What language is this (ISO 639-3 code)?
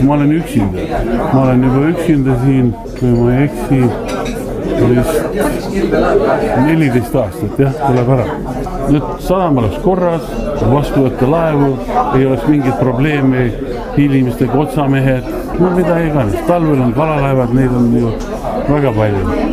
est